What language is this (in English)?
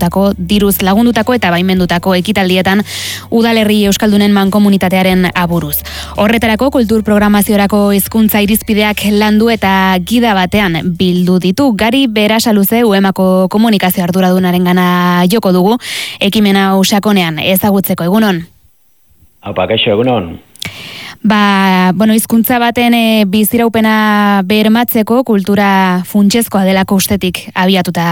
Basque